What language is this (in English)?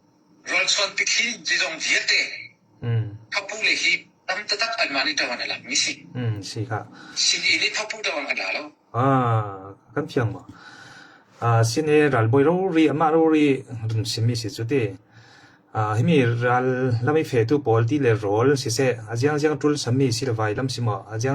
Falam Chin